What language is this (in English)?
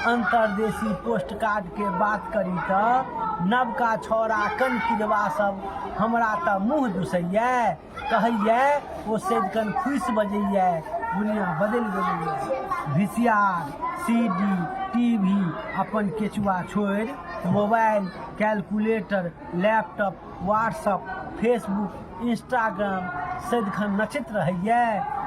Maithili